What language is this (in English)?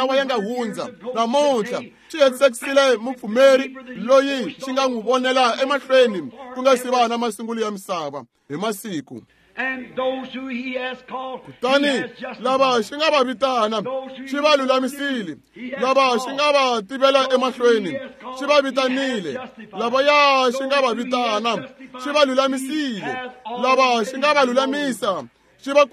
Tsonga